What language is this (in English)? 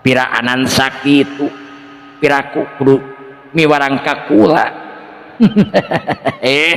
Sundanese